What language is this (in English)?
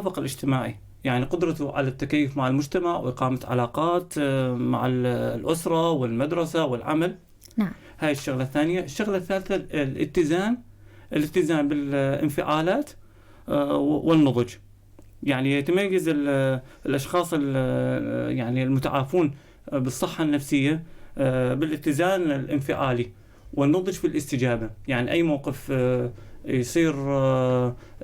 North Levantine Arabic